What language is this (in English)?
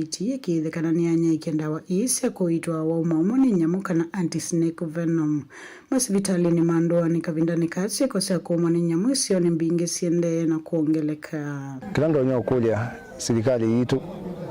Kamba